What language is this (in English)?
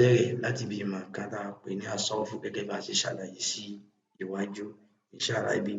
Yoruba